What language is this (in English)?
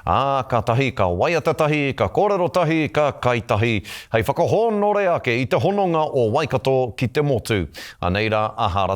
Māori